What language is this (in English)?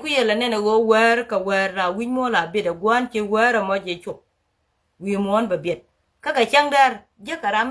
Nuer